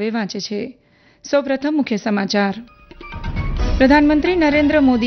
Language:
Gujarati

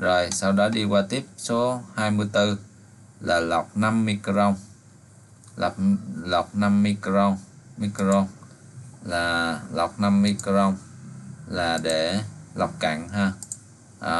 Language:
Vietnamese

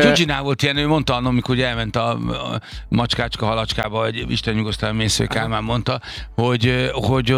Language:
Hungarian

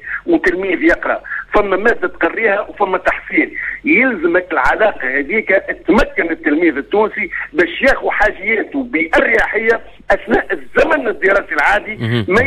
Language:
Tunisian Arabic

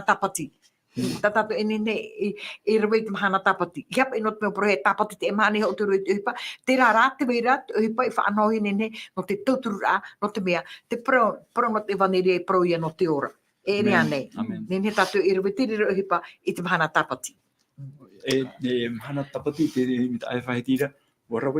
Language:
Tahitian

